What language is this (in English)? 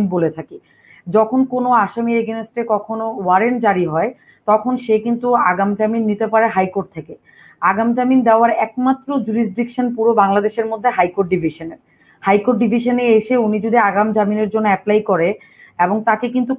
Bangla